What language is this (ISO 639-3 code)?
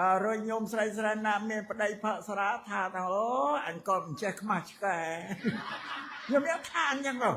khm